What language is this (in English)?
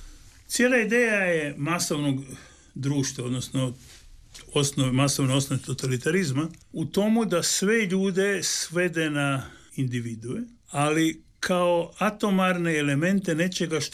Croatian